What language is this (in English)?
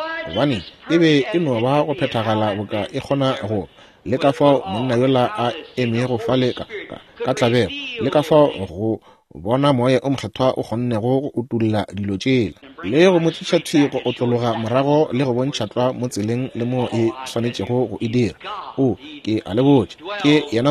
Northern Sotho